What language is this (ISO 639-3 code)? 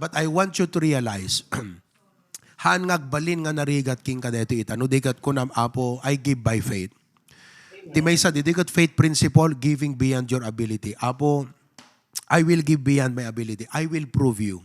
ilo